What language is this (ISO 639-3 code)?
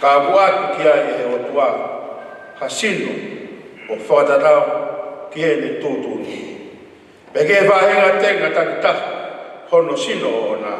ton